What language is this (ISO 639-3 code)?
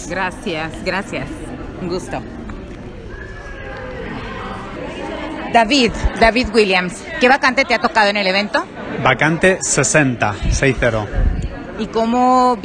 spa